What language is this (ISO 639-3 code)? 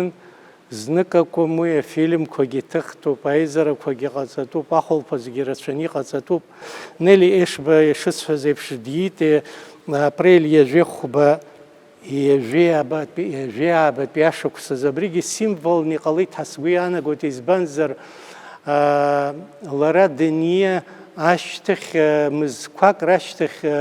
abk